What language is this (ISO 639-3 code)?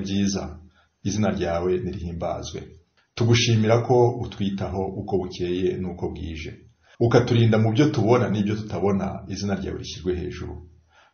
kin